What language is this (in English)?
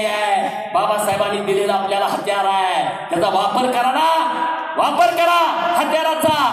Marathi